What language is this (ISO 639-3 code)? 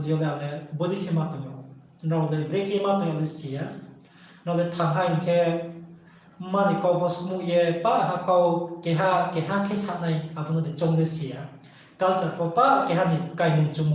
ria